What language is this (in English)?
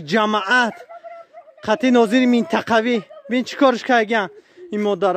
Tajik